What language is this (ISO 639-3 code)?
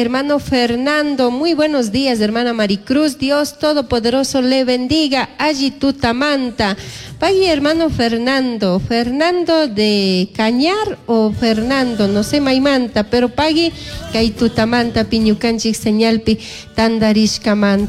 qug